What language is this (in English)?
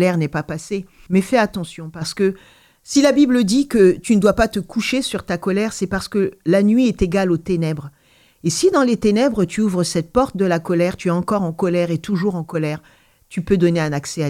French